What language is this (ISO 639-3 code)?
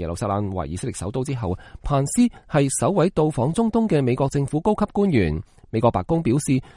yue